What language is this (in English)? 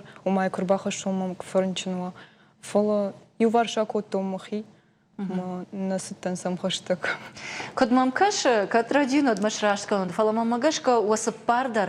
Ossetic